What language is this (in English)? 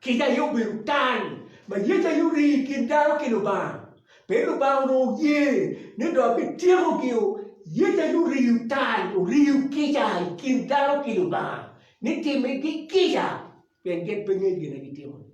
Acoli